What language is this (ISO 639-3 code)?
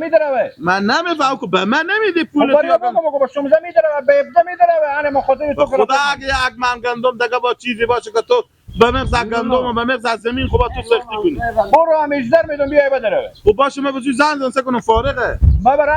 fas